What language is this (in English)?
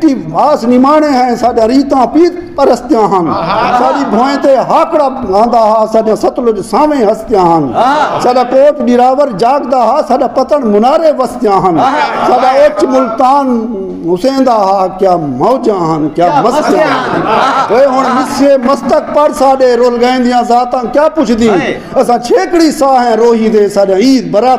Saraiki